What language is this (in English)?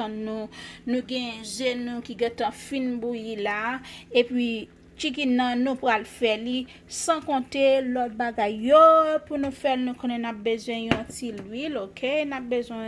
Haitian Creole